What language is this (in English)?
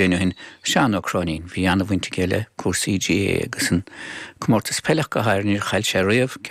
Irish